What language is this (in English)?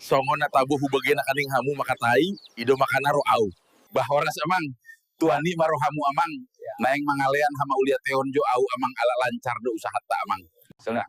Batak Toba